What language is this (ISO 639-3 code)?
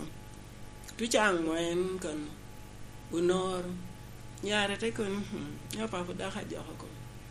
laj